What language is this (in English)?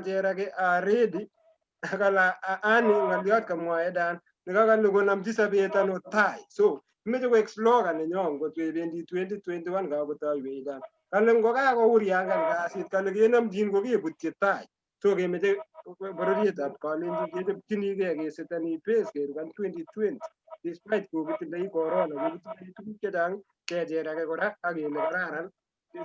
Kalenjin